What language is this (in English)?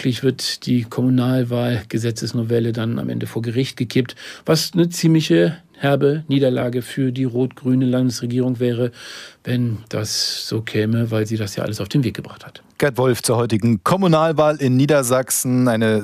German